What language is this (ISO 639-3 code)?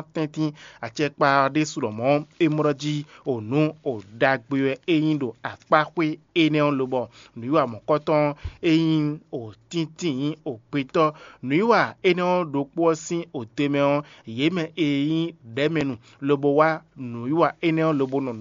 fon